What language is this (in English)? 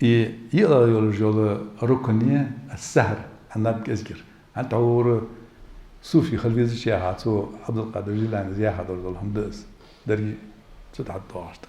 Ingush